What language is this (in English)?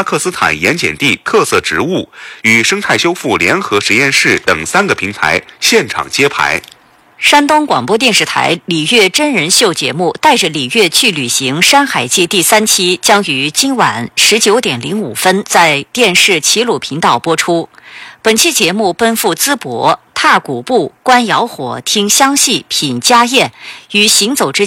Chinese